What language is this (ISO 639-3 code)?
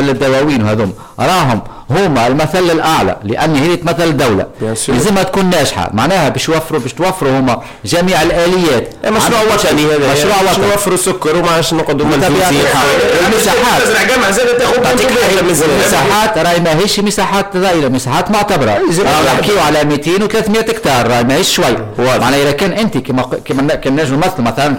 aeb